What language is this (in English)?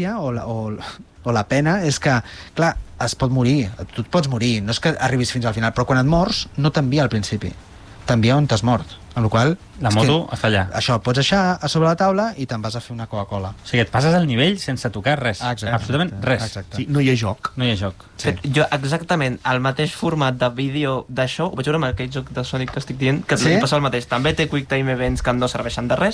Catalan